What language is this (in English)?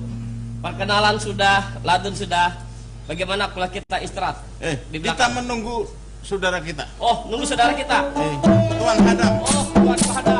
Banjar